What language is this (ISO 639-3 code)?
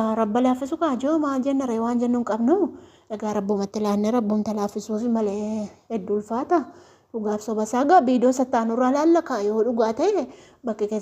orm